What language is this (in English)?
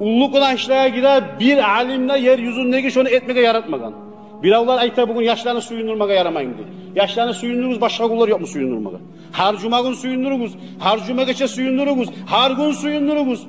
Kumyk